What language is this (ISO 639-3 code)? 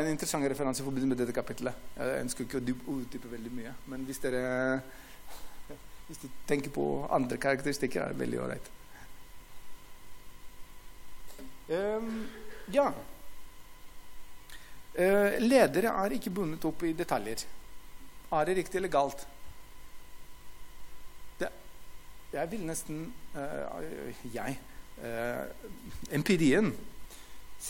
nor